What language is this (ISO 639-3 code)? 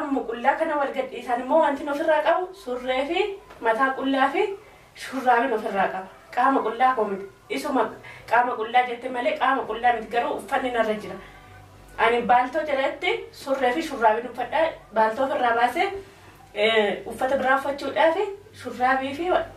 orm